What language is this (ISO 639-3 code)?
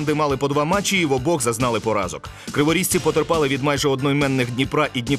ukr